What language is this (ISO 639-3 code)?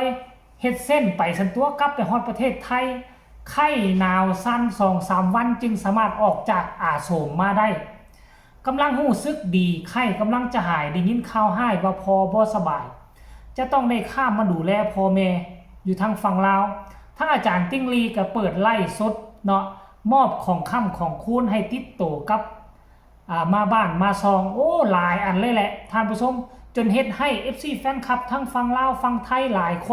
tts